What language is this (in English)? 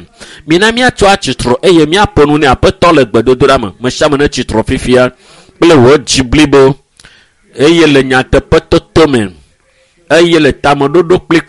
Ewe